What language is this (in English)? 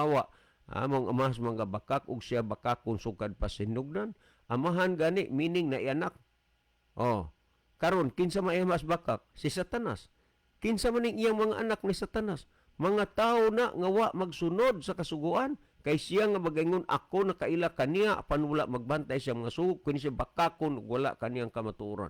Cebuano